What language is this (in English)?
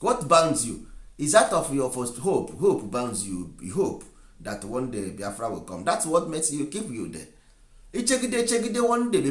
Igbo